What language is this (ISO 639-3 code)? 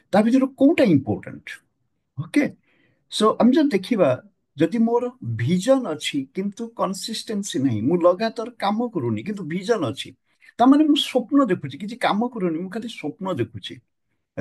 ori